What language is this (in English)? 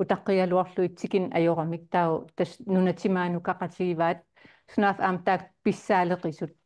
Kalaallisut